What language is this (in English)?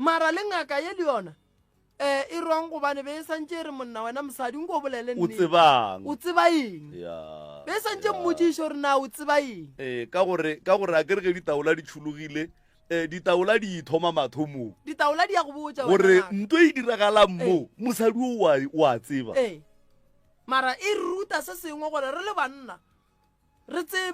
Northern Sotho